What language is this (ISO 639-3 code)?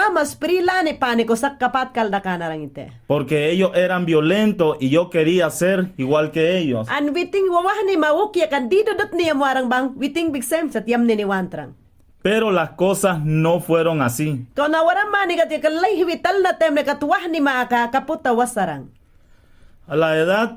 yan